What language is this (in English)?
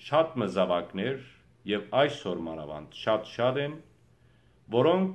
Western Armenian